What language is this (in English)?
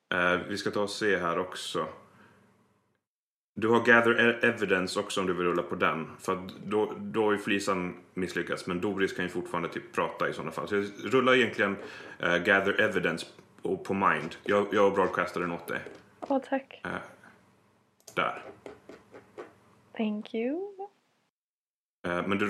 Swedish